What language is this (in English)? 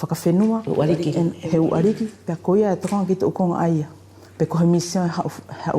Wallisian